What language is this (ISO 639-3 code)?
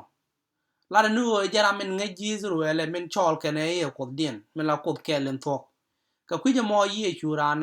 nus